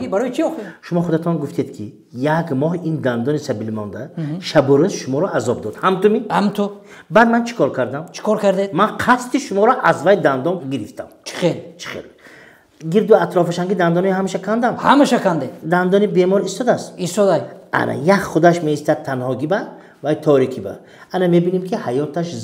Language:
Tajik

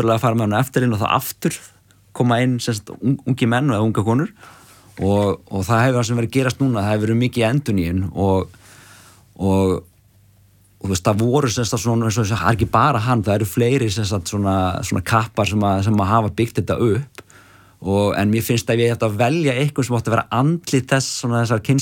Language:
Icelandic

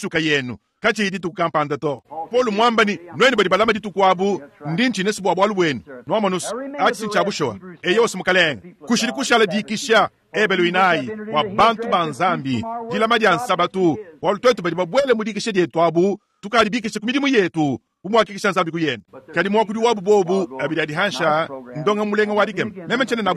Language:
Luba-Lulua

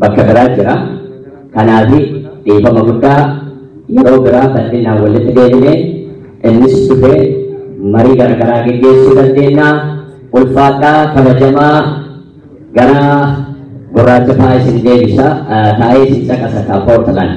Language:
Oromo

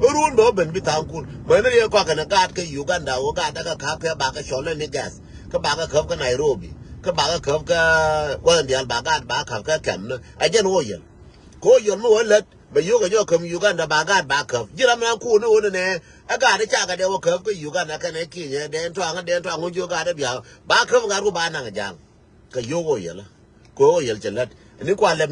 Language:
Nuer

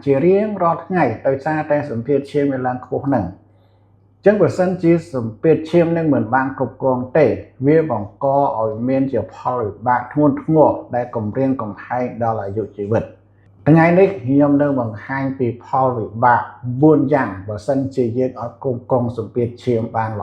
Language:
Khmer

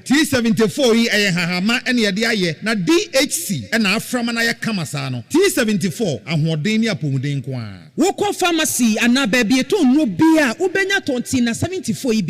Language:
Akan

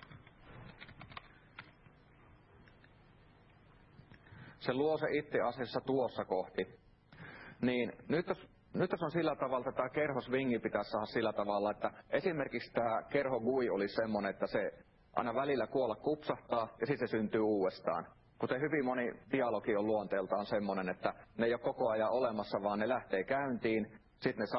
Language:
Finnish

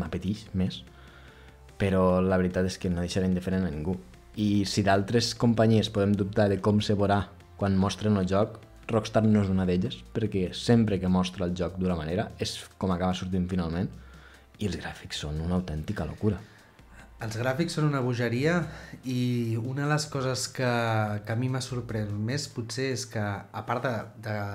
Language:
Catalan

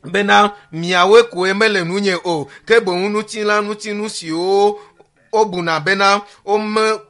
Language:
Ewe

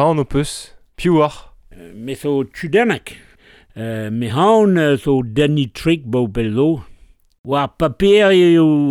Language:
Breton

